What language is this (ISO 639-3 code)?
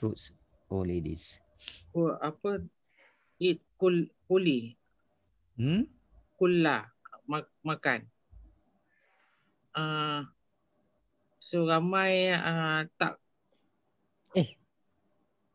msa